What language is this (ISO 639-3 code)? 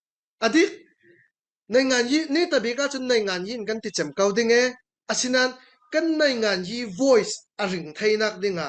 cfm